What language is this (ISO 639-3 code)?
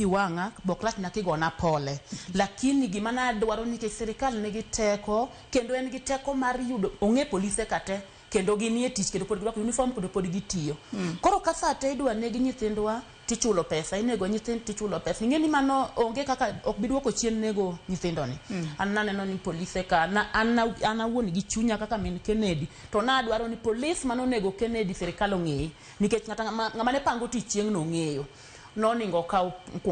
luo